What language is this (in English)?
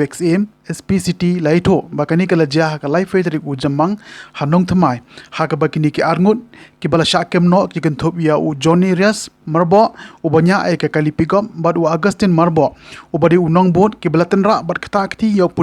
Khasi